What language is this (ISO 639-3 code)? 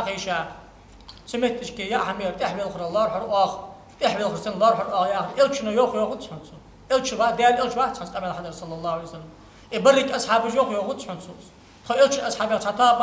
inh